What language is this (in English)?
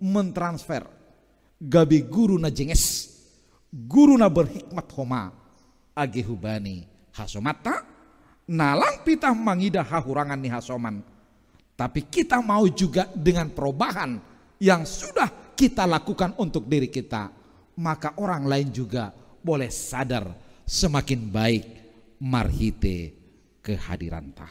Batak Simalungun